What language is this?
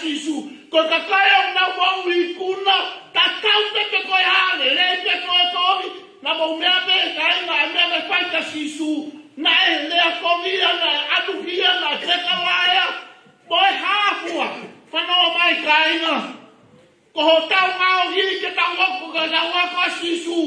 Tongan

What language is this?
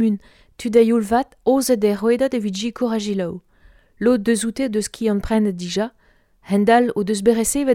Breton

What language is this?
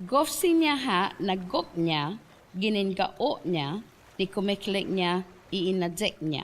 Chamorro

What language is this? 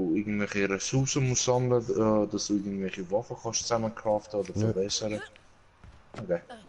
Swiss German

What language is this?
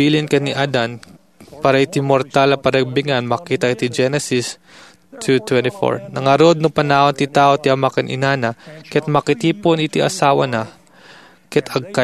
Iloko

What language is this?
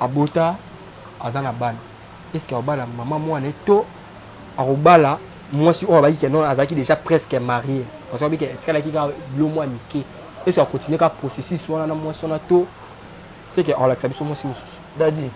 Lingala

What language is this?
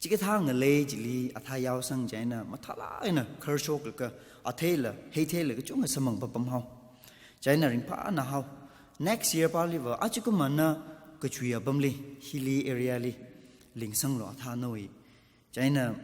Tangkhul Naga (India)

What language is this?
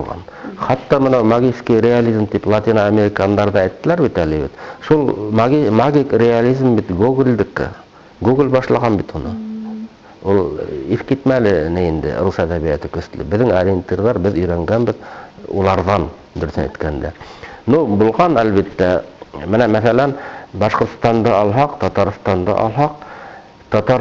Bashkir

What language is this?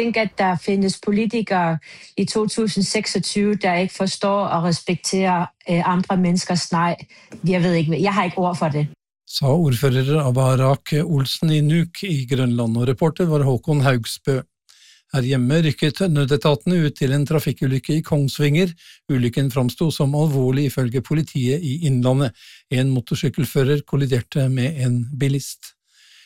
Norwegian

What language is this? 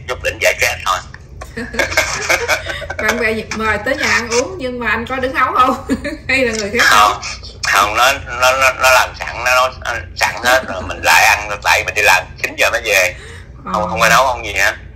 Vietnamese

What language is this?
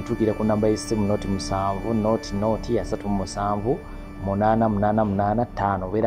Ganda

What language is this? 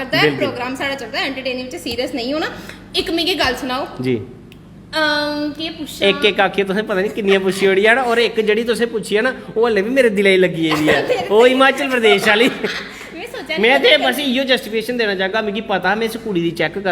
Dogri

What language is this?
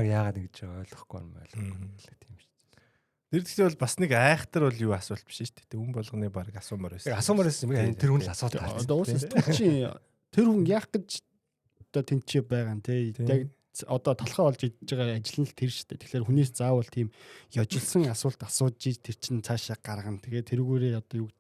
Mongolian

